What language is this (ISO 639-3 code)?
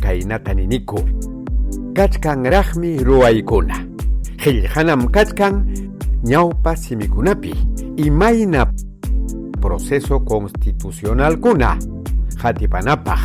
quy